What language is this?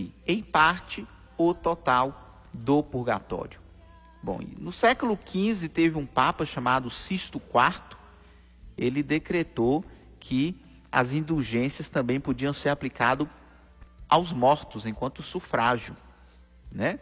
Portuguese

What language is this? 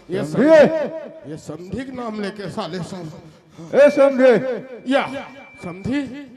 Chhattisgarhi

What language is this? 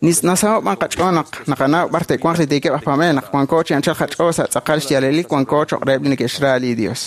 Kekchí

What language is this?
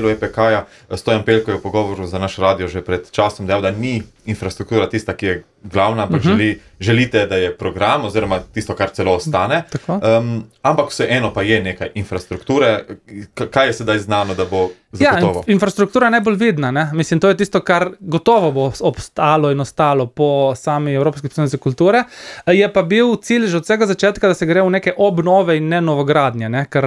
Slovenian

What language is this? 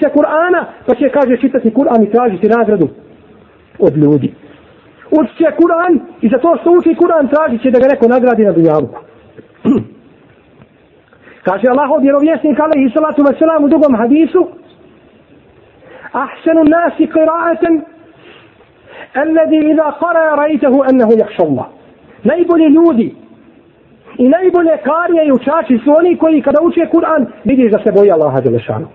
Bosnian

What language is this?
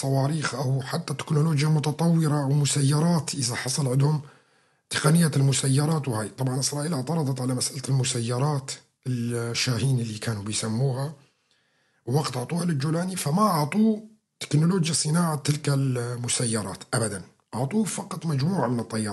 North Levantine Arabic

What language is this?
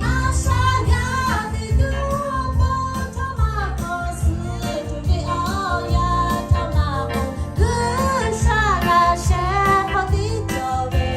Lahu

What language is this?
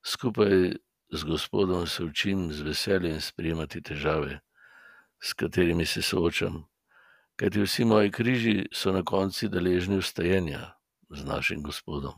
Slovenian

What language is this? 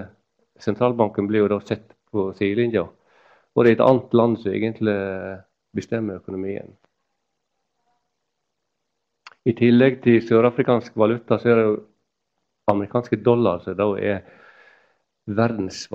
Norwegian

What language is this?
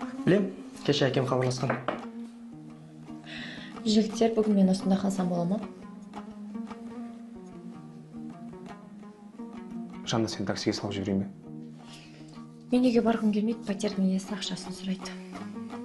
Kazakh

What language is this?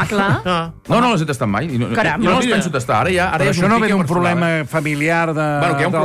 Catalan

